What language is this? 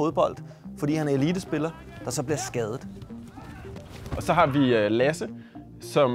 Danish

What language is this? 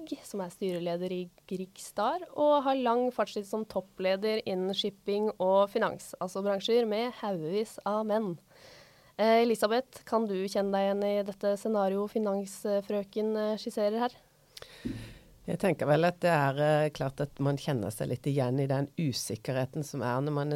Norwegian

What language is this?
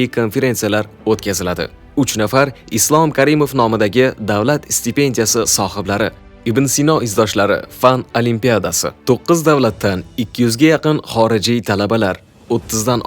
Uzbek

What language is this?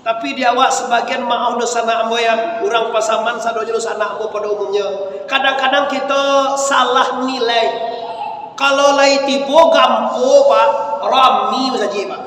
Minangkabau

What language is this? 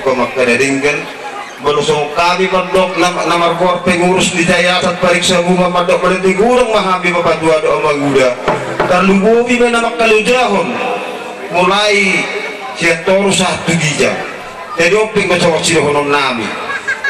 Batak Toba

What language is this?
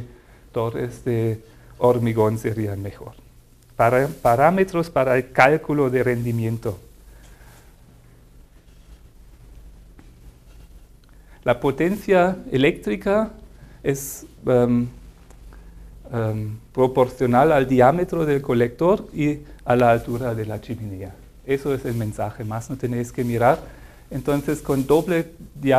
Spanish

